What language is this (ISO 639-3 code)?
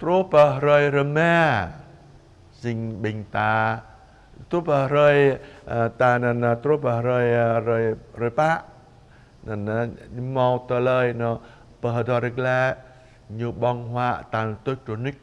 jra